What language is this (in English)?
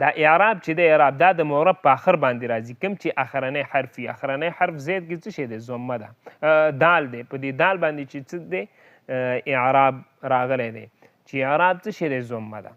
Pashto